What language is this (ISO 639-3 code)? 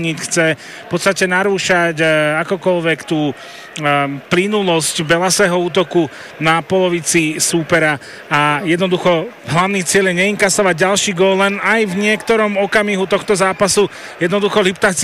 slk